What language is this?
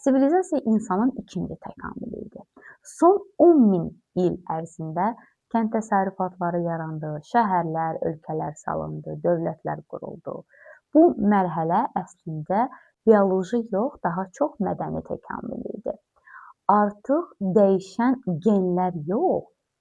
Azerbaijani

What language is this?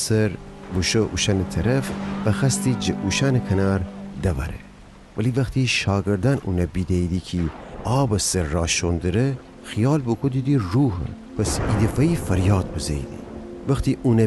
Gilaki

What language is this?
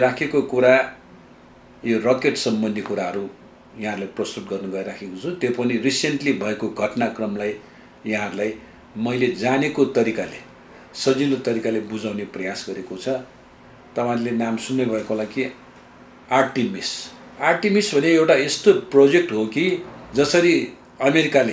Nepali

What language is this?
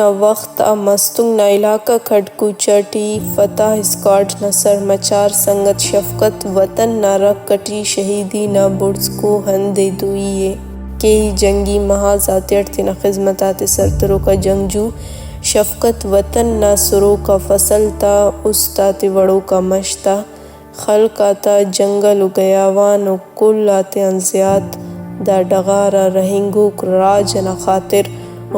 Brahui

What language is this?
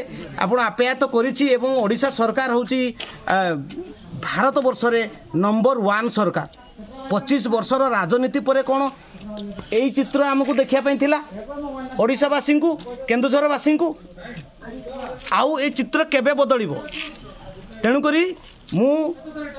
Odia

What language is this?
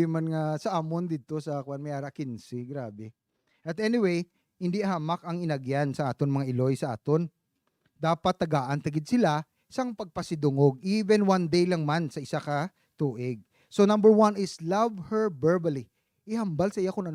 Hiligaynon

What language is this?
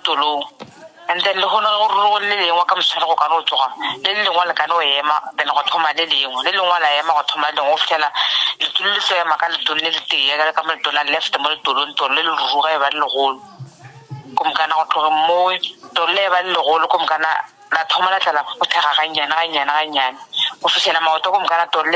Northern Sotho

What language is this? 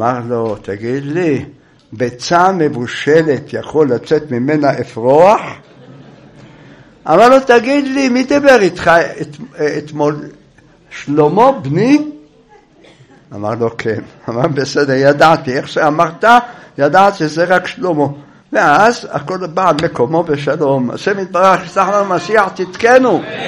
Hebrew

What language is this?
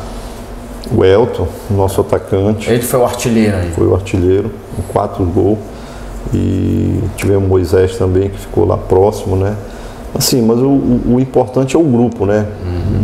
Portuguese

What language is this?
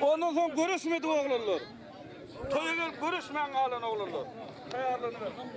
Turkmen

